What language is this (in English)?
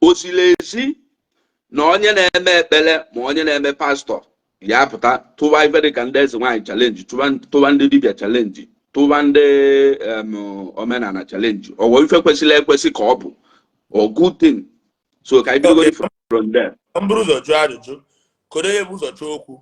Igbo